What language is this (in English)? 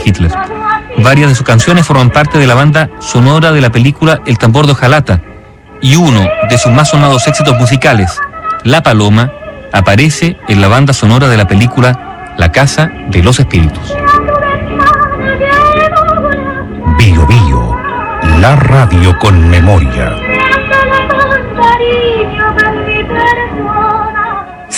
Spanish